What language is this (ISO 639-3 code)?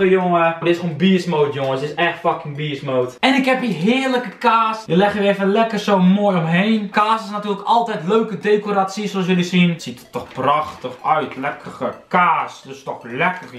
nld